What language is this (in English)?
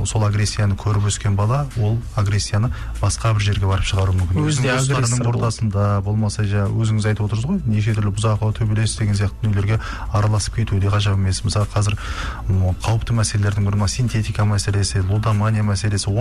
Kazakh